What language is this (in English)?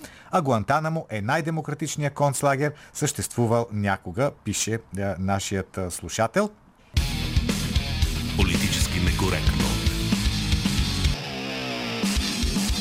Bulgarian